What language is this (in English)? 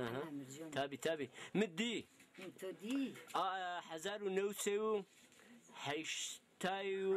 Zaza